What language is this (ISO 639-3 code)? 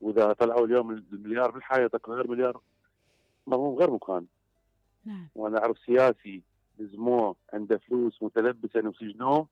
acm